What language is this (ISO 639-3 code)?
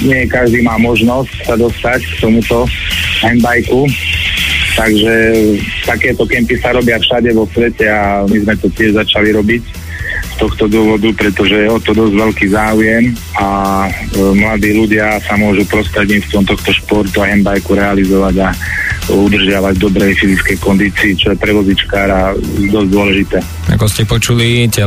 slk